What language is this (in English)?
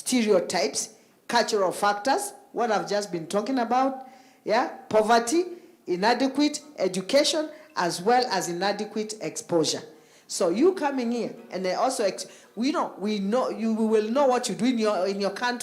Kamba